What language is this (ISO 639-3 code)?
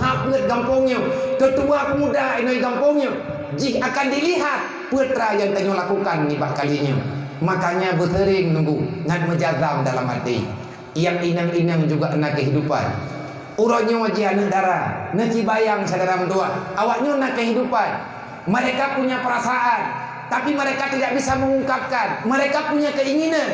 ace